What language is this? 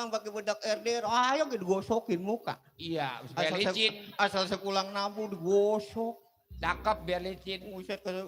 Betawi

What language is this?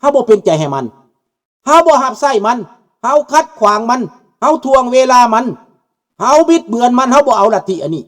Lao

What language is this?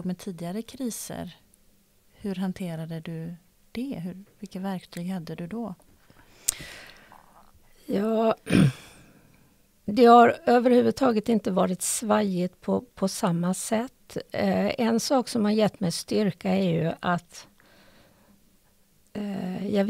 Swedish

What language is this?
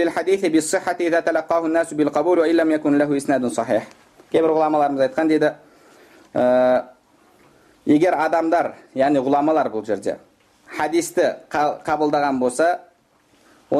Kazakh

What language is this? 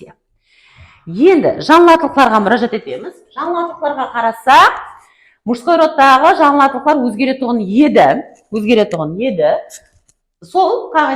Kara-Kalpak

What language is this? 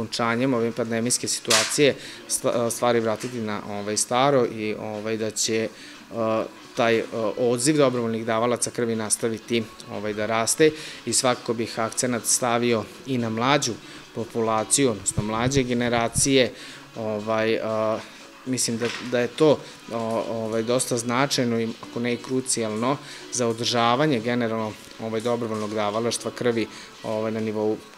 Serbian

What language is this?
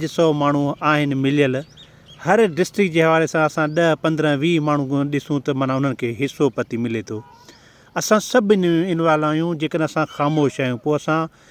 Sindhi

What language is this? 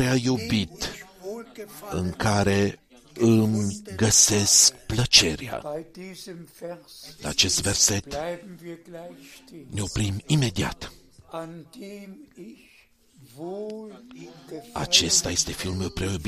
Romanian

